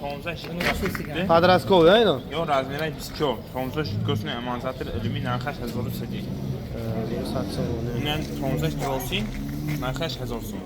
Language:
Tajik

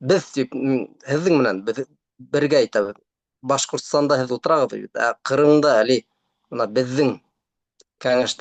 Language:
Bashkir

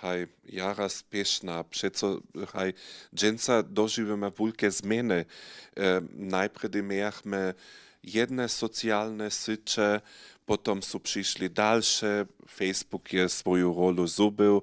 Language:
Upper Sorbian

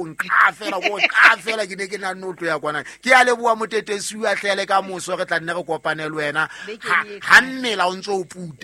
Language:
Southern Sotho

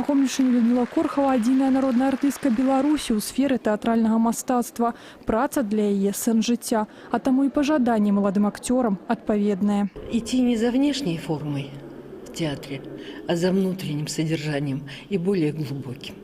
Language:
Belarusian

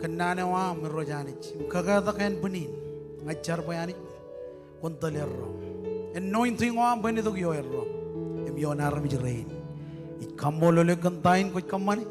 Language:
Marshallese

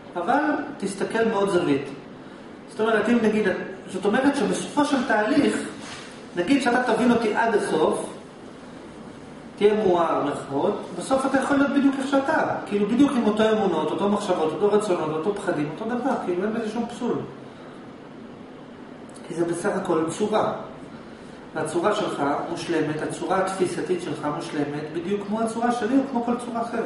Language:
Hebrew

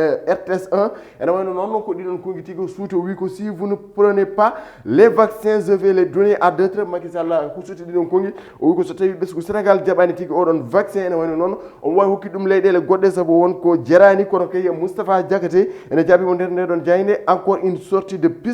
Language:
Fula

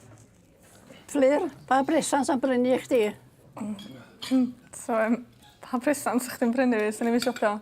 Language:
Welsh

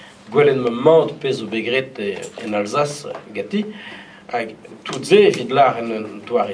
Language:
Breton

